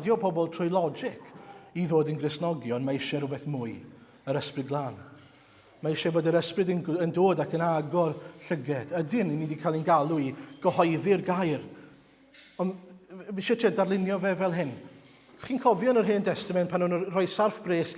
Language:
Welsh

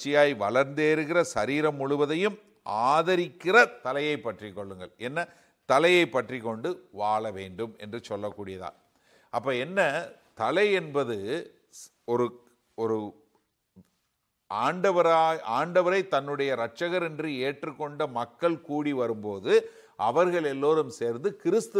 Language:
Tamil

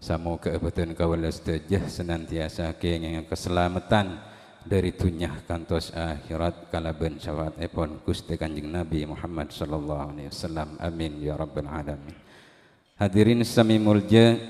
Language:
Madurese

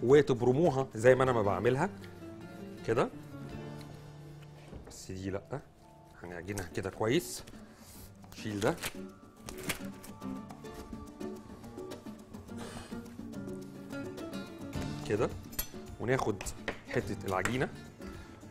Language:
Egyptian Arabic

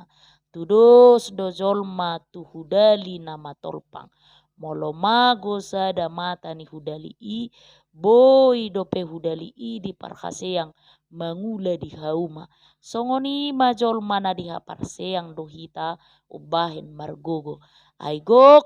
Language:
Batak Toba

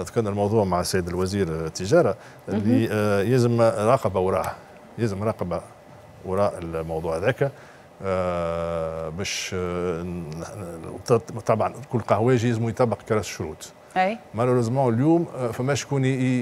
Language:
Tunisian Arabic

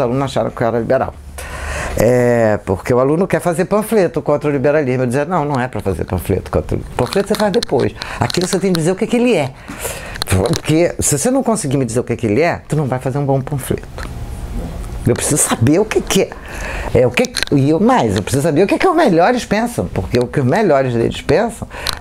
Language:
Portuguese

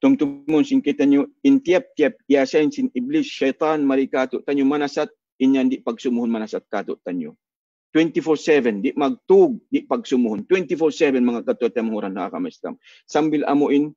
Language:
Tausug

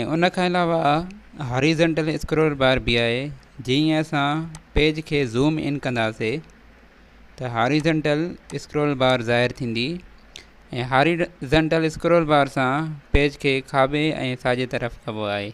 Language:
Sindhi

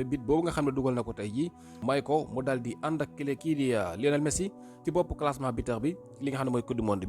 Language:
Wolof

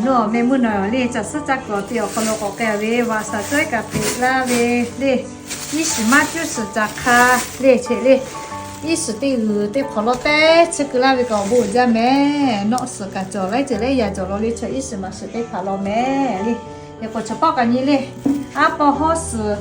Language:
Lahu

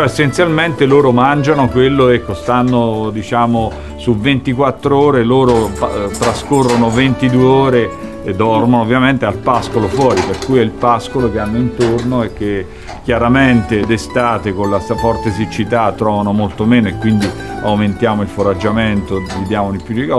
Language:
Italian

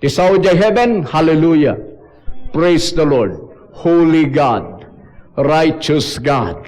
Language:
Iloko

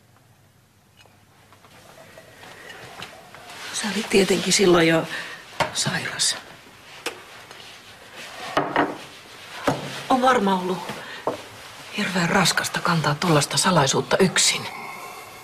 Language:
Finnish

